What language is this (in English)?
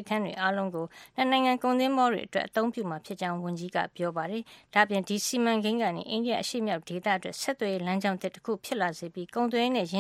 Burmese